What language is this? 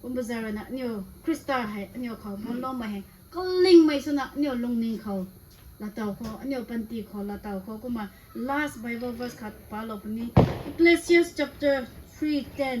Rongmei Naga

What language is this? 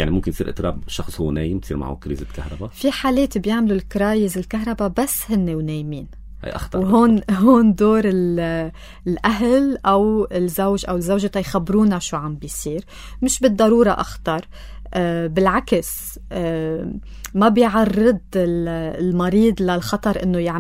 North Levantine Arabic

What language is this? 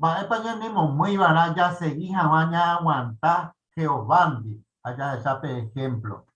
Guarani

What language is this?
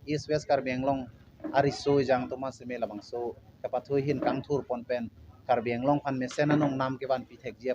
Karbi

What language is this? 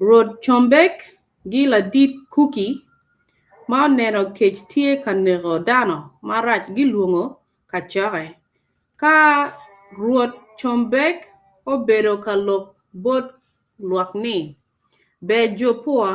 Acoli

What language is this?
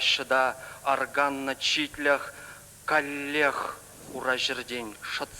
Chuvash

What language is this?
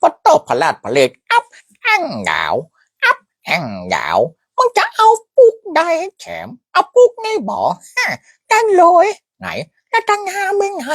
Northern Thai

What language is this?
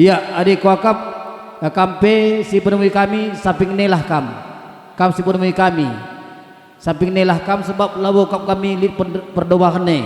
Batak Karo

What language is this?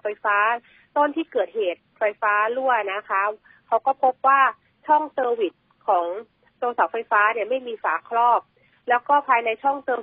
Thai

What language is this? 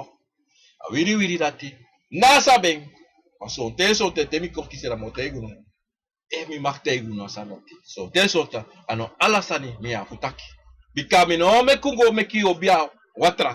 Sranan Tongo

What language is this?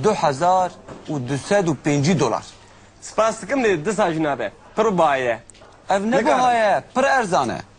Kurdish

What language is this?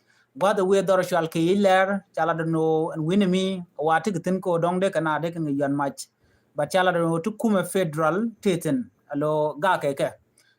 Nuer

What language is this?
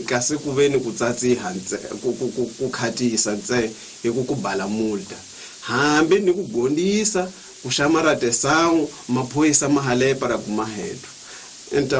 Tsonga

